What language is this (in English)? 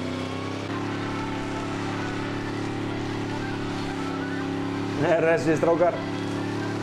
Icelandic